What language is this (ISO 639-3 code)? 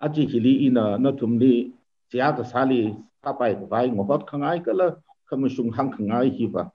nmf